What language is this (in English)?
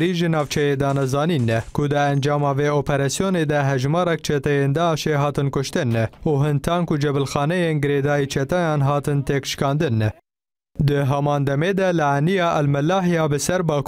Kurdish